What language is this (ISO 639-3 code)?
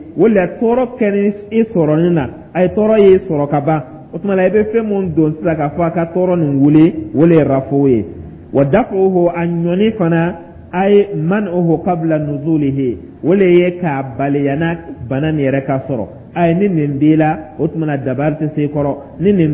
dyu